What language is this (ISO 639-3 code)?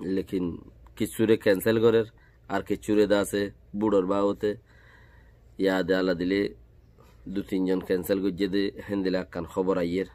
rhg